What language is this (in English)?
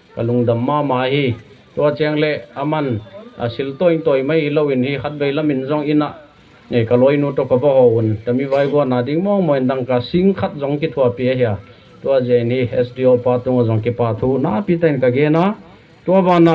Tedim Chin